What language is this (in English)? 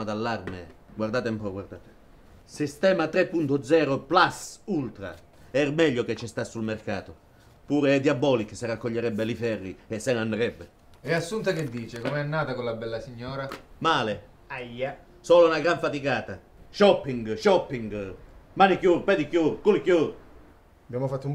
Italian